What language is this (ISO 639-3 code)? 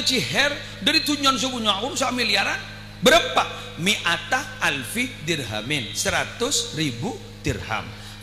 mad